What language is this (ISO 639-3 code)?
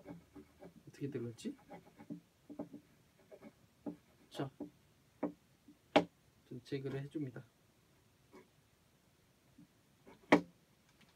kor